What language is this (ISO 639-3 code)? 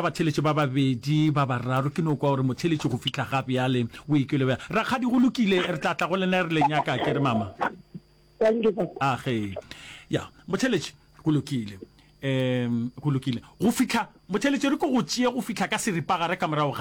nso